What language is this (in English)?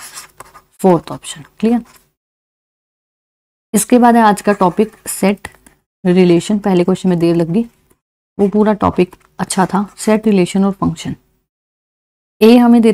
Hindi